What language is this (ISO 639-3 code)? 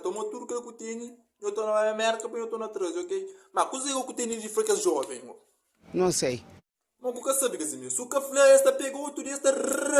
kea